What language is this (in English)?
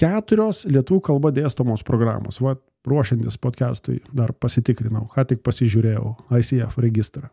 Lithuanian